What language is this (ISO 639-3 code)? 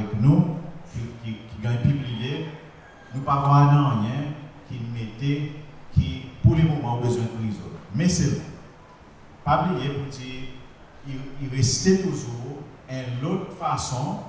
crs